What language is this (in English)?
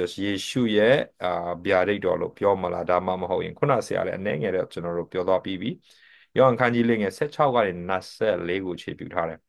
Burmese